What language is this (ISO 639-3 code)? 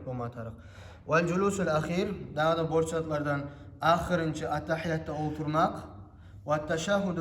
kum